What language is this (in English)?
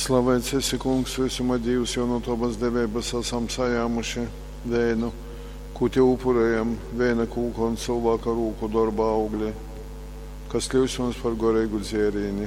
Latgalian